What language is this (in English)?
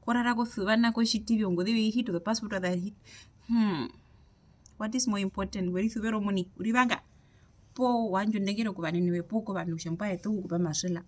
Herero